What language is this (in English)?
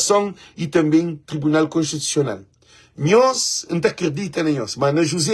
Kabuverdianu